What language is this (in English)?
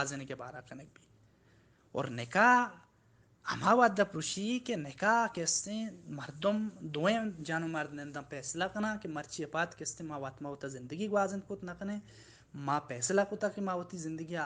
Baluchi